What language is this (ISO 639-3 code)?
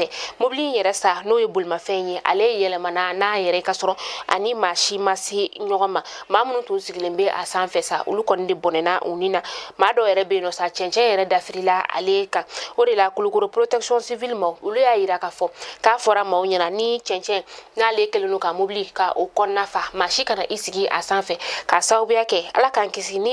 bam